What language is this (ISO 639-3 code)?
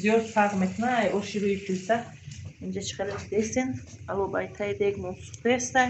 tgk